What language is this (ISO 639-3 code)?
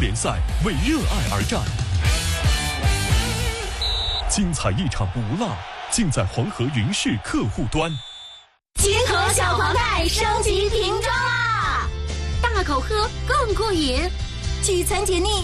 zho